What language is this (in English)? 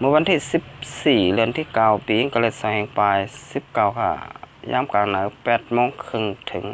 Shan